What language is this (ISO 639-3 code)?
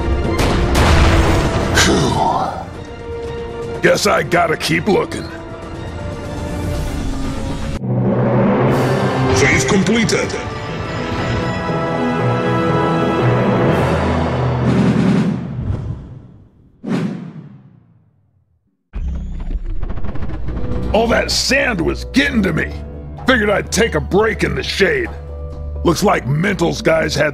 eng